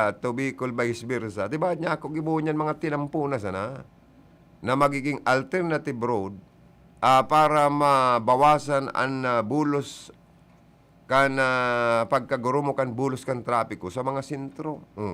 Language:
Bikol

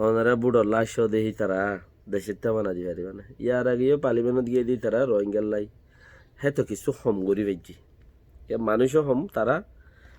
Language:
Rohingya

